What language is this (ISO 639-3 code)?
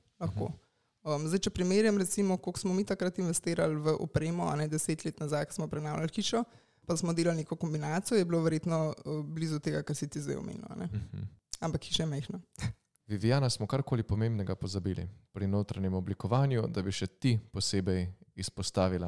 slv